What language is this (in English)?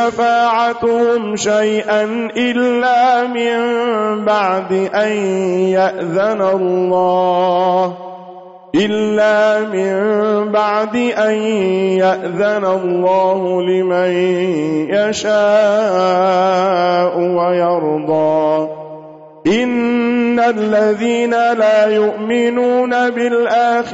Arabic